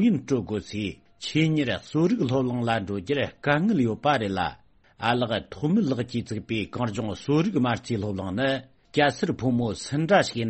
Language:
Tibetan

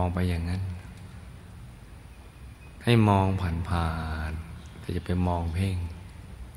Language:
Thai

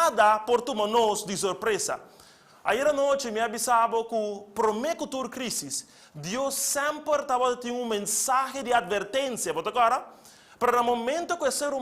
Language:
Papiamento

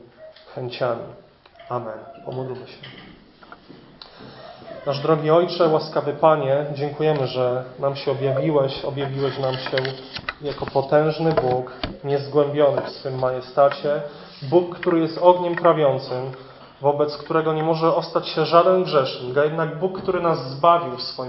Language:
Polish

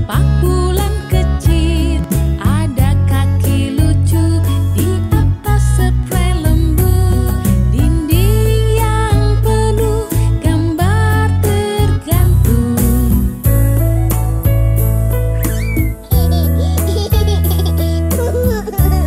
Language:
Indonesian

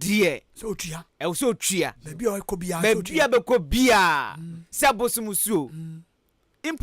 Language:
Akan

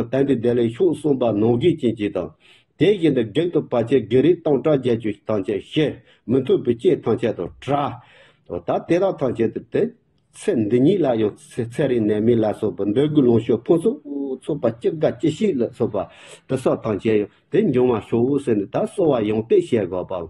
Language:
Tibetan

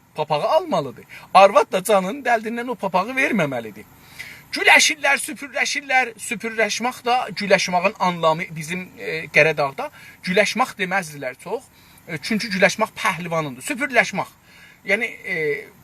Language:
South Azerbaijani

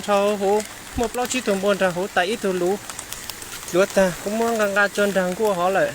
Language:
Hmong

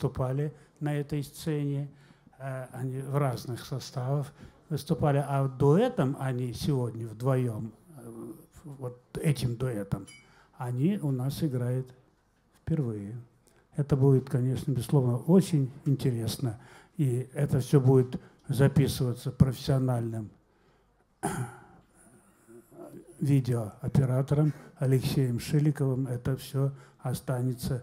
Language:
Russian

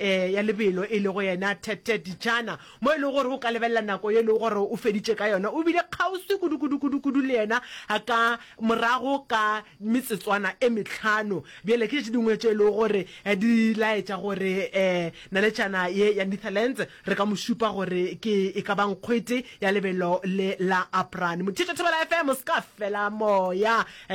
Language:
Northern Sotho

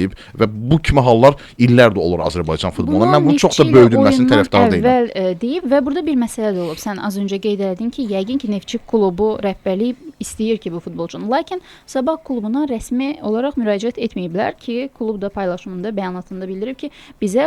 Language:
Azerbaijani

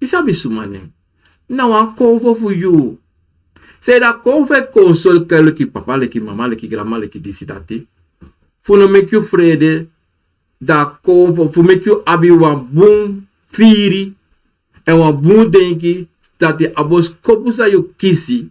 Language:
Sranan Tongo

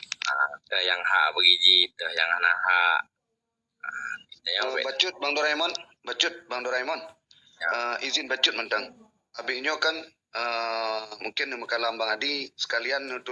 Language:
Achinese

